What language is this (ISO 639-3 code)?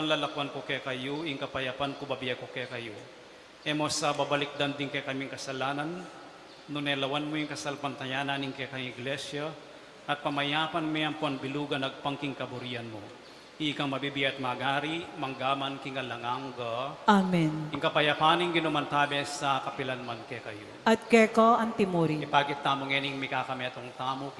pam